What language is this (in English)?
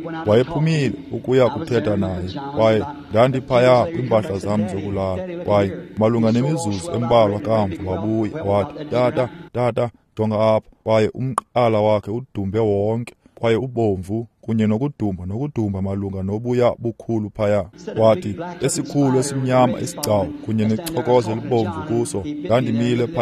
Xhosa